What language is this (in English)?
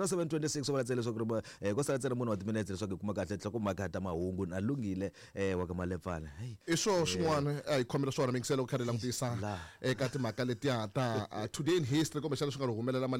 Tsonga